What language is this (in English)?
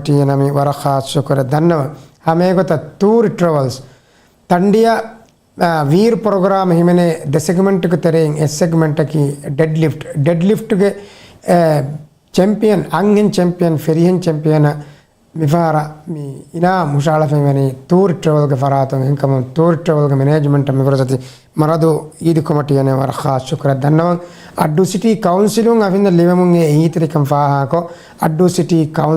Divehi